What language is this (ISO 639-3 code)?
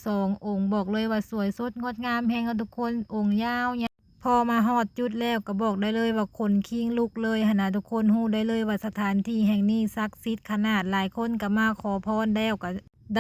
lao